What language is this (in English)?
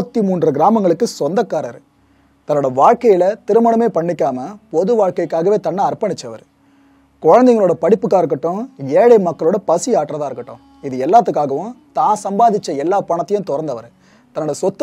Tamil